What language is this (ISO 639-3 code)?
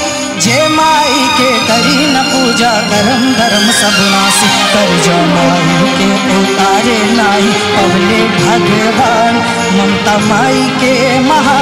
bho